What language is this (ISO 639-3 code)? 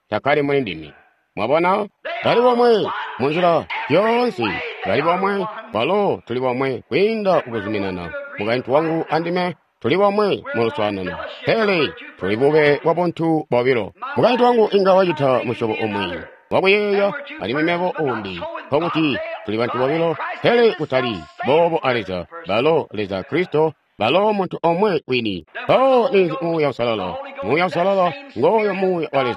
toi